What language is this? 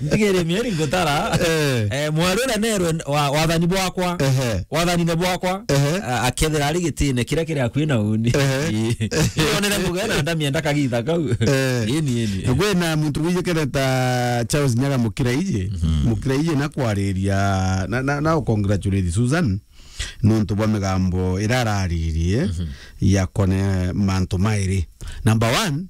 Meru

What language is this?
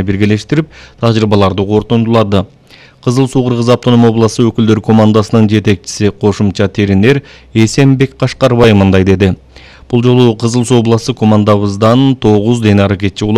Kyrgyz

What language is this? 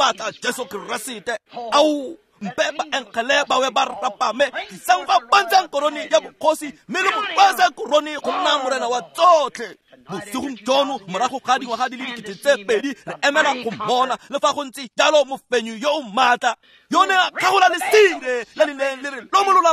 Tswana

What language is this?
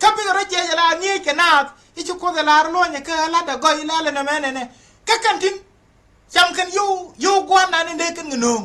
Nuer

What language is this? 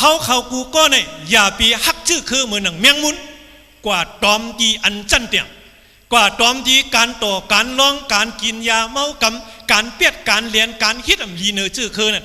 Shan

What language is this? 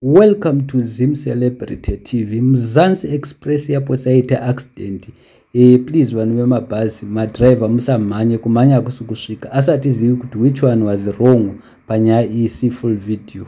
Shona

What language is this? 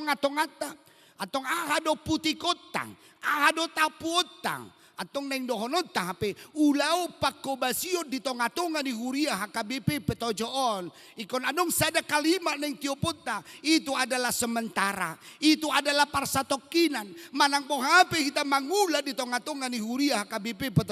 Batak Toba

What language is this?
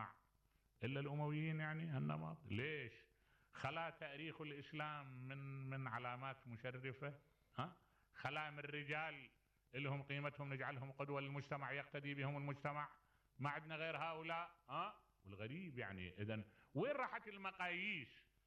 Mesopotamian Arabic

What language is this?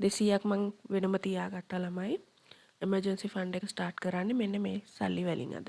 Sinhala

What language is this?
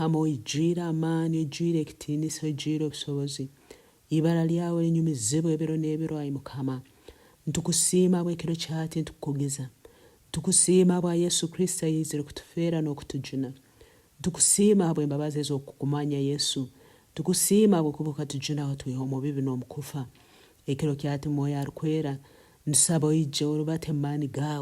Nyoro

